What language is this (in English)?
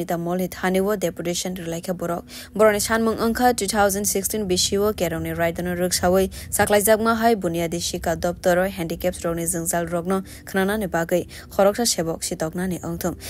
Kok Borok